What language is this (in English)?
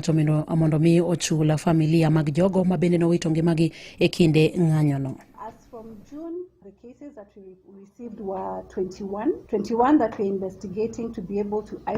Luo (Kenya and Tanzania)